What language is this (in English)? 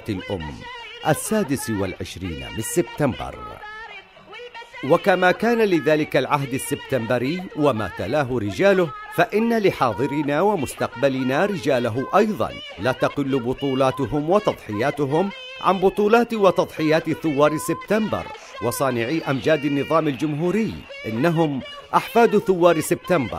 Arabic